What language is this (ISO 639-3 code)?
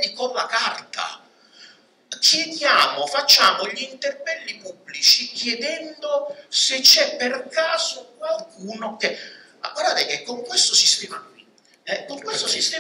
ita